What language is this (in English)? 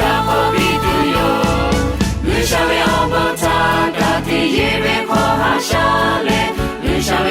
Lahu